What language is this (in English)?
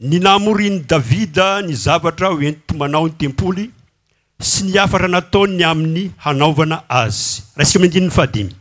Malagasy